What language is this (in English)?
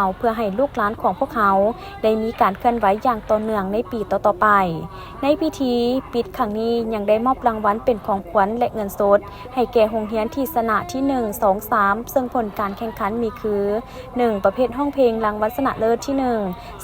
Lao